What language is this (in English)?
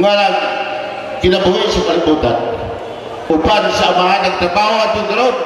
Cebuano